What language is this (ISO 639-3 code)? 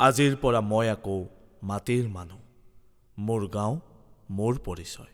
asm